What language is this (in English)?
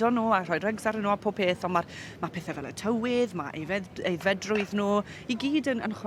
Welsh